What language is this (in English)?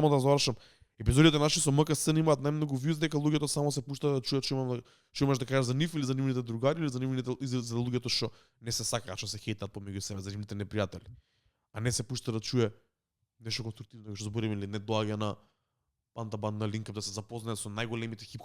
Macedonian